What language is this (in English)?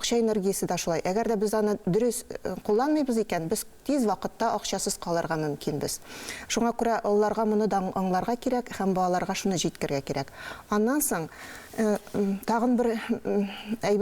Tatar